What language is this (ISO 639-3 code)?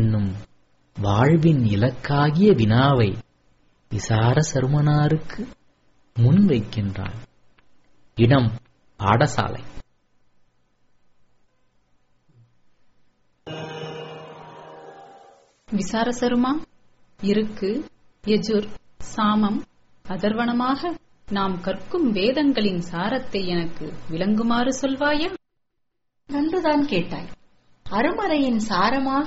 tam